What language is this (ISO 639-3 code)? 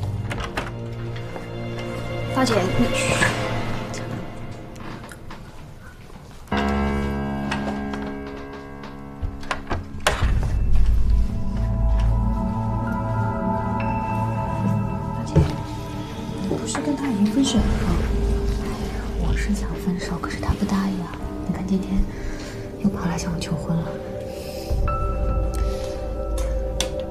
zho